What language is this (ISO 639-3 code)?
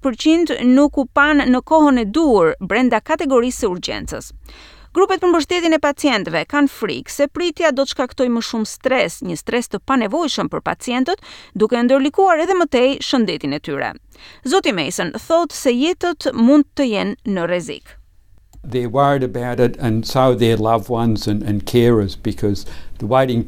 sqi